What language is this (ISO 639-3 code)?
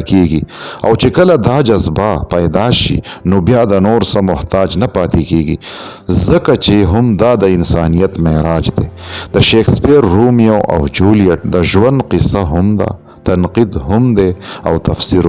pus